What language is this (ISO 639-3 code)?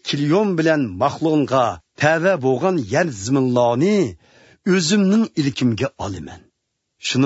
uig